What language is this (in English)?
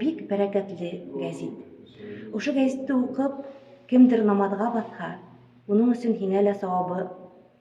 Bashkir